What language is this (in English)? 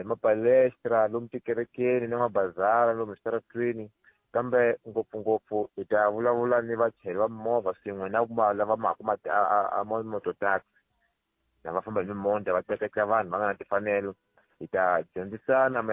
Tsonga